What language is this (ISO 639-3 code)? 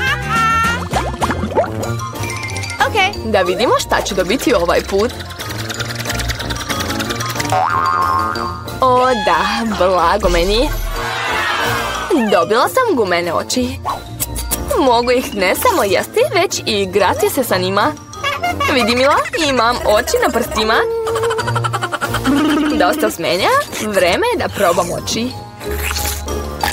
srp